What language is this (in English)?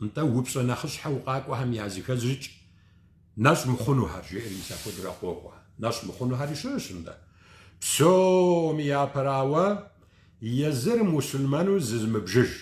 Kabardian